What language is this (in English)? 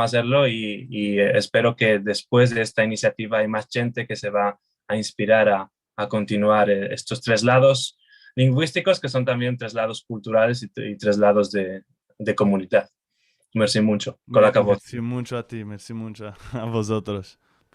Ladino